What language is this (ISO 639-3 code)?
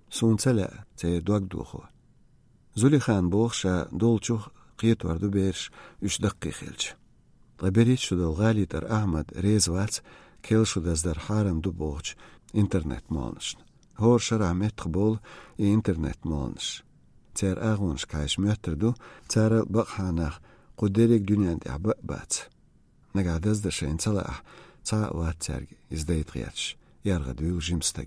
che